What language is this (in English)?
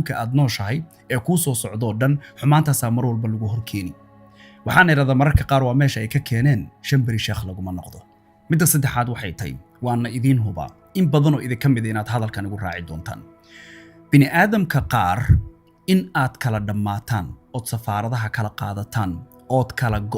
Somali